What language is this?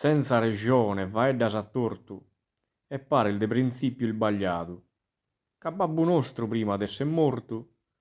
Sardinian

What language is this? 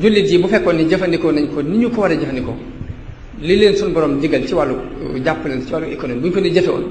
Wolof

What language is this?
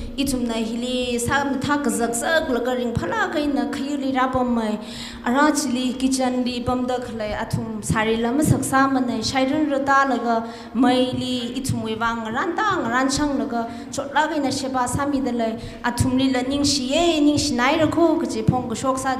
Tangkhul Naga (India)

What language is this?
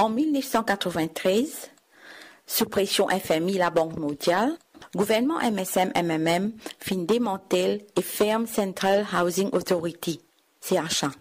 Morisyen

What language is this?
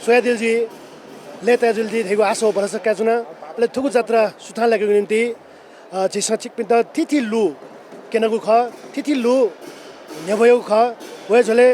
Newari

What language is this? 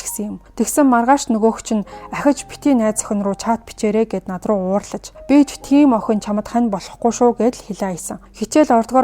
Mongolian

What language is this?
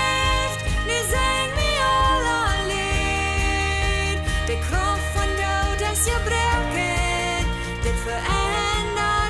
Plautdietsch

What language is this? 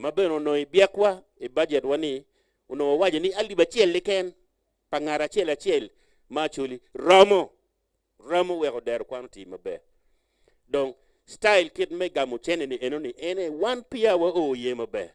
Acoli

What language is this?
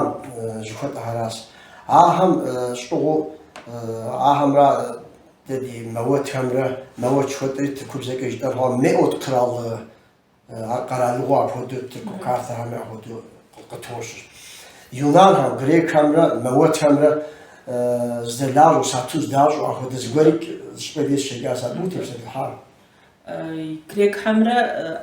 Kabardian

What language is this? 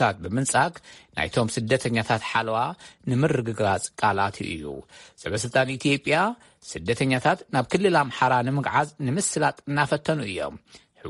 Tigrinya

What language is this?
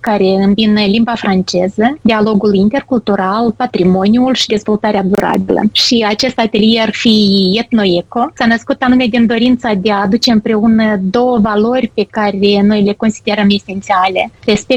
Romanian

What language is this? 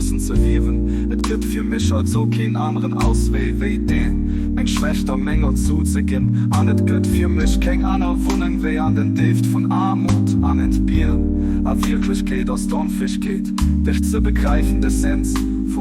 Luxembourgish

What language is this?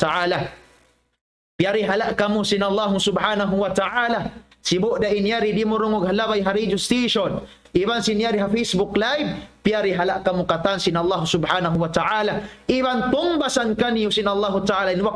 Tausug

